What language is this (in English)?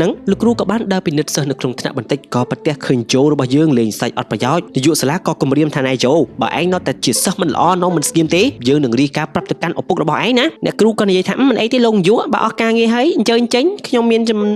Khmer